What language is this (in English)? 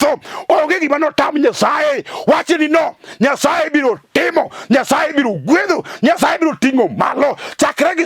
Luo (Kenya and Tanzania)